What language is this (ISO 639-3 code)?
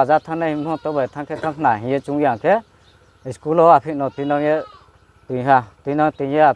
ria